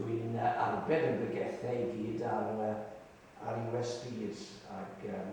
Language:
Welsh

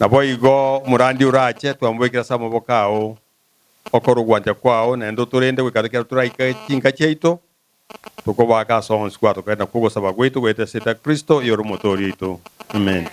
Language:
Gusii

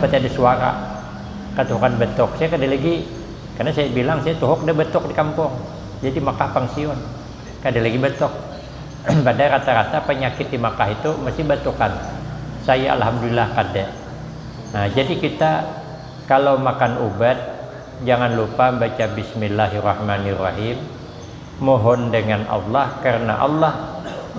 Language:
Banjar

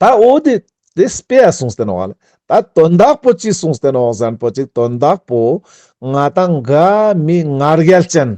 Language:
Ladakhi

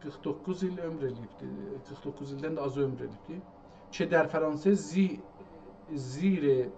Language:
South Azerbaijani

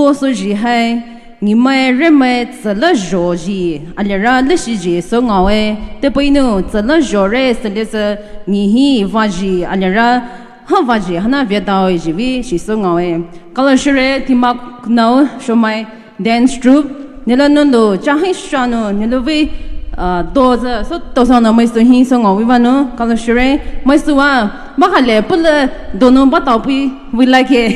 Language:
Poumei Naga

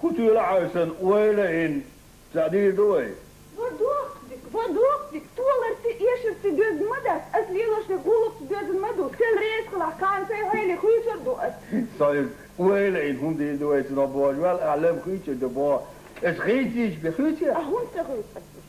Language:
Chechen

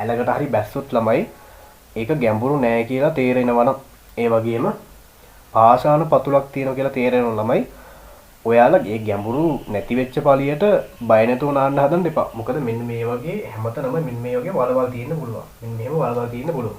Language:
Sinhala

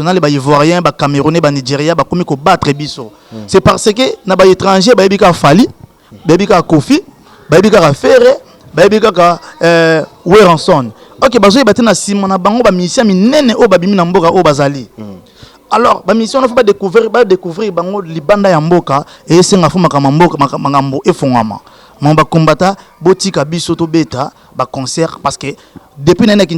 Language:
Lingala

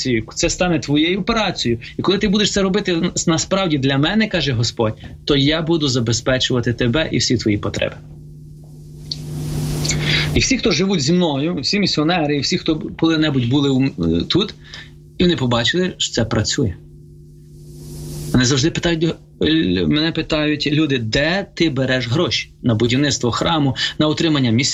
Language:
Ukrainian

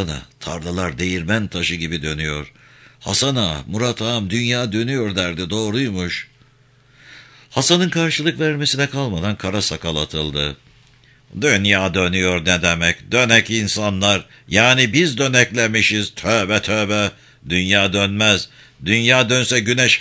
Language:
Turkish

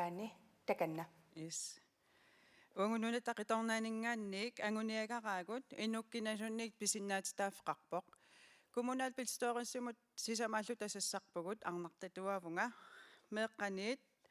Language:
Kalaallisut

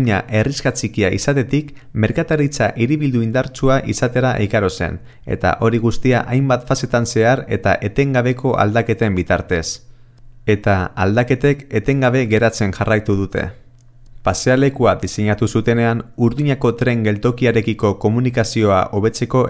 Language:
Basque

